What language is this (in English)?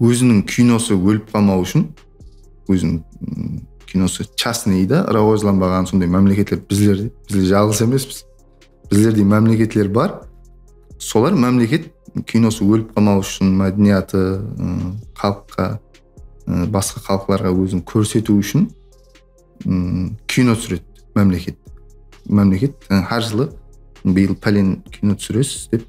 Kara-Kalpak